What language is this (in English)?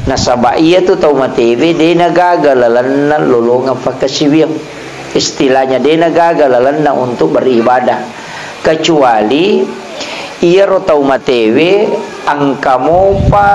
Buginese